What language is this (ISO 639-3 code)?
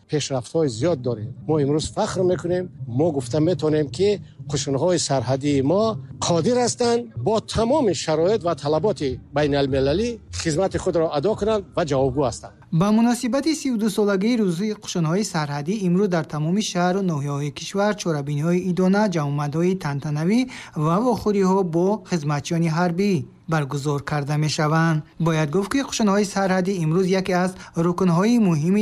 tgk